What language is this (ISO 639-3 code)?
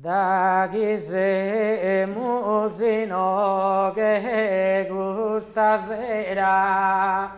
srd